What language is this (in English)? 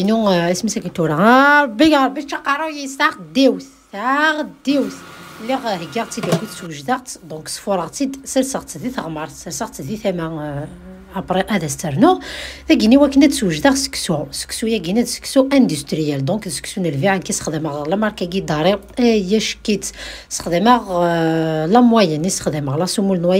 Kabyle